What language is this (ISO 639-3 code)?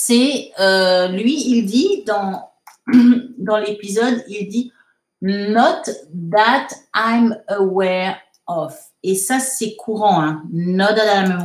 fra